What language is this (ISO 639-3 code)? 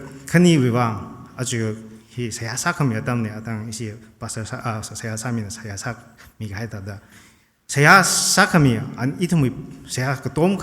nmf